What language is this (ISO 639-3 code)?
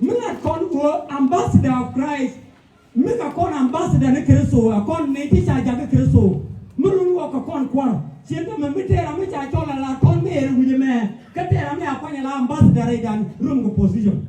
nus